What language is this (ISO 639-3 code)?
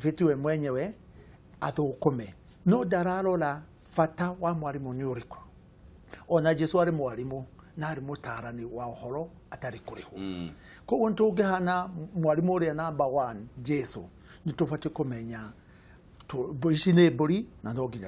kik